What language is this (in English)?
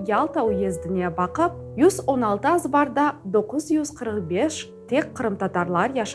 Crimean Tatar